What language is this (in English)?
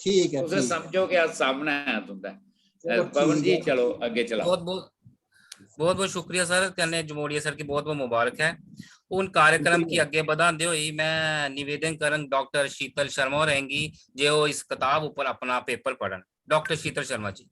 Dogri